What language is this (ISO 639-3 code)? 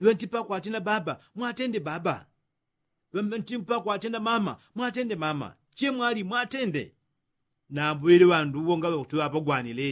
yao